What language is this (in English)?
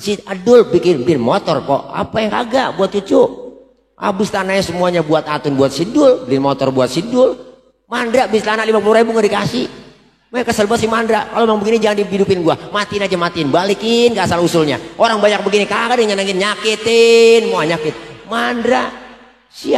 Betawi